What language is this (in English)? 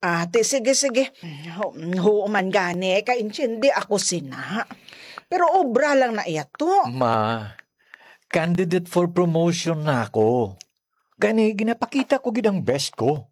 Hiligaynon